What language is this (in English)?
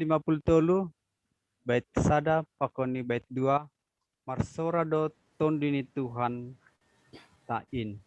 Batak Simalungun